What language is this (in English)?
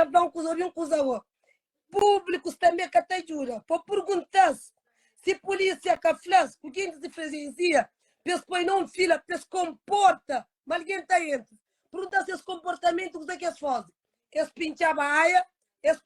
Kabuverdianu